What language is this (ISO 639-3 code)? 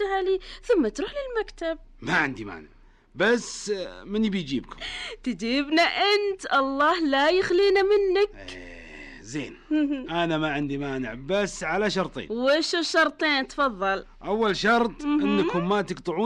ars